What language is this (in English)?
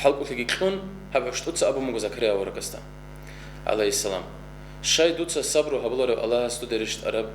Avaric